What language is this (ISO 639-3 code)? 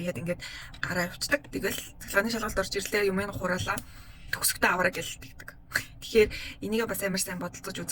mon